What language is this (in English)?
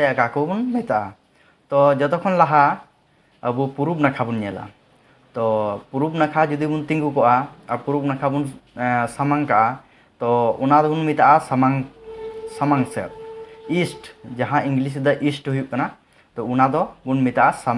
Santali